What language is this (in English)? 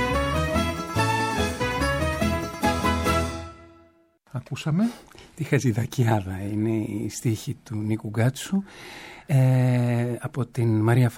Greek